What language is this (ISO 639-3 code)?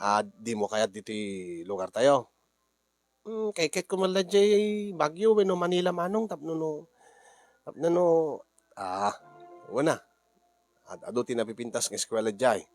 ilo